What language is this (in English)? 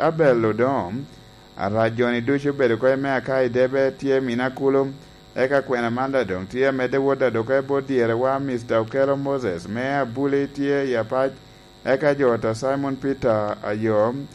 Lango (Uganda)